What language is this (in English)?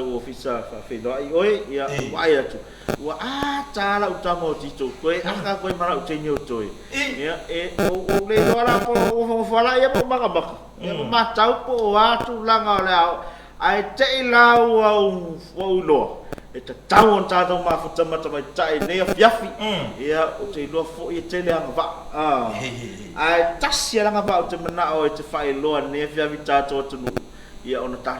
Samoan